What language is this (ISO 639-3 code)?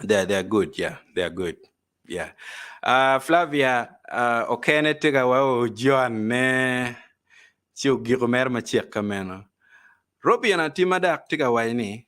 ach